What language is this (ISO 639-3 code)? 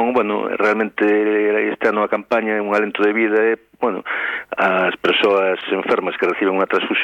glg